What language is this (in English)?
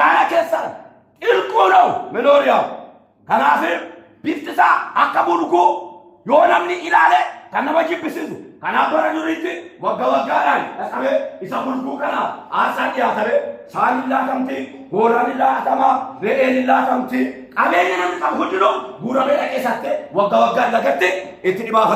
Oromo